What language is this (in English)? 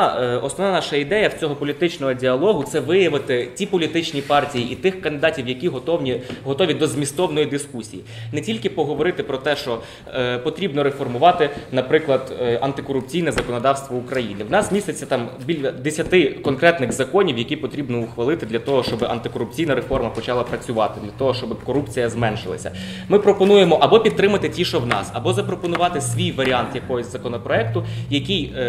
Ukrainian